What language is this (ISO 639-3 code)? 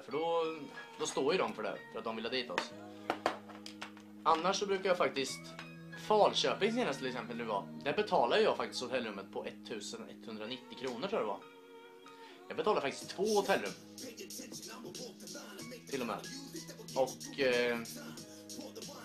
swe